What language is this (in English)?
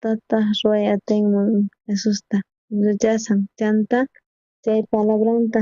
South Bolivian Quechua